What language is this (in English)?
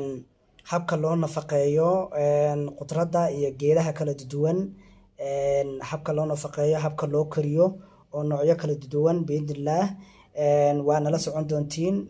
Somali